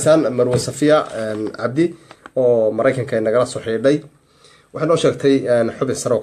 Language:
Somali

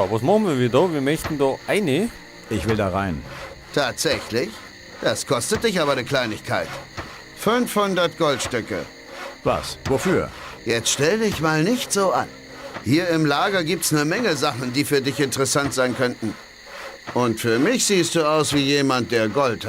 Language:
Bavarian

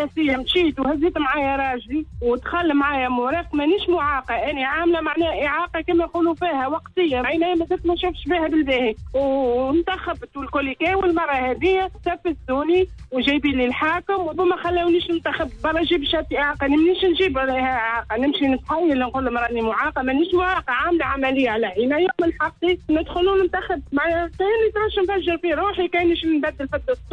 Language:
Tunisian Arabic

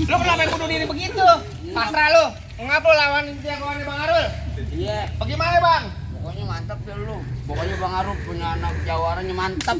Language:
Betawi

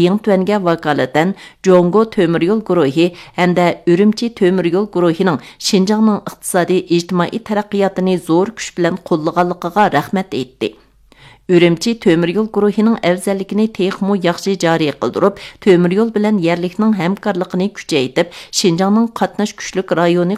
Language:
Uyghur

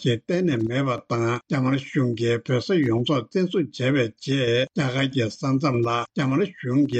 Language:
Tibetan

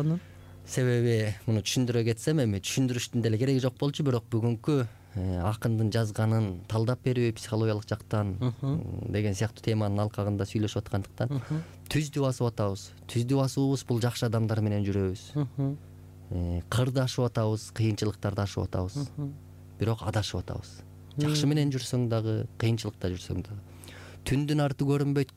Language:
Kyrgyz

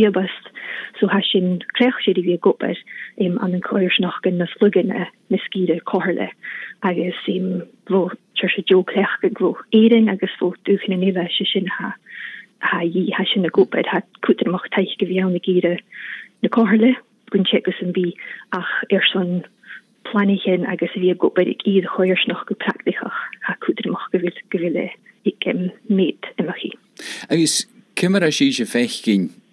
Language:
Scottish Gaelic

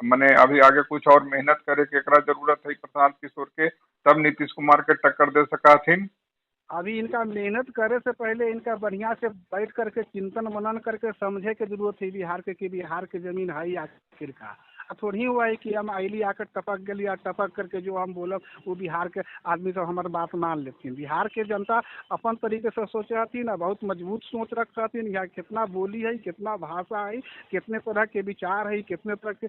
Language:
Magahi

